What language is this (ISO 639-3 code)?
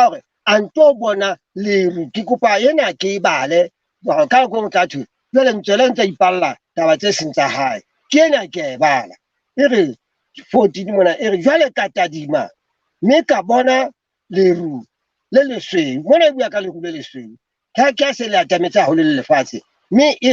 sot